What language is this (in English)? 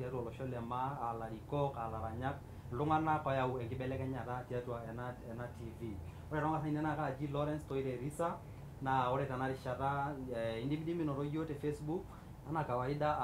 Masai